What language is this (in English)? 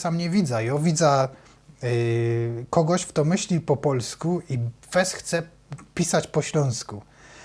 Silesian